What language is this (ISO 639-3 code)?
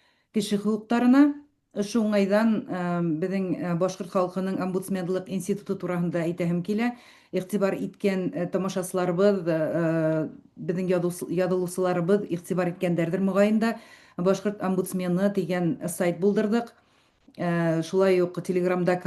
bak